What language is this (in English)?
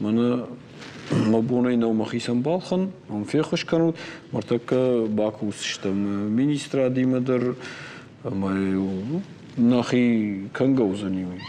Ossetic